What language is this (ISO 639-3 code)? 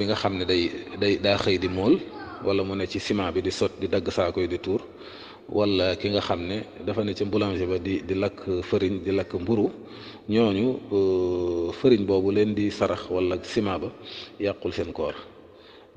wol